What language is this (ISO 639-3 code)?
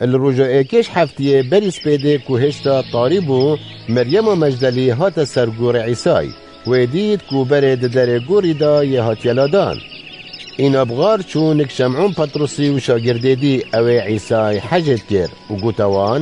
kur